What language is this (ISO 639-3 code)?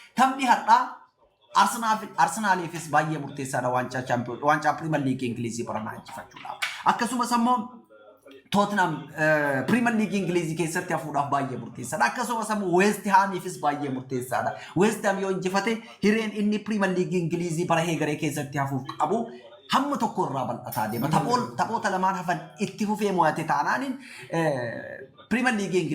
orm